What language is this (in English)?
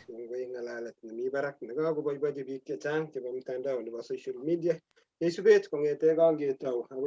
Kalenjin